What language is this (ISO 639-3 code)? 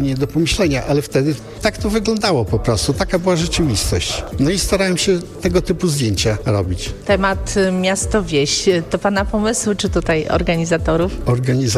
pol